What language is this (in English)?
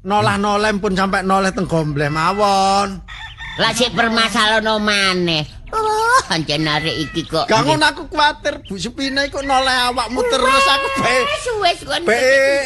Javanese